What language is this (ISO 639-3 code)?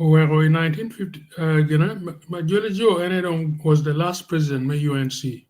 ach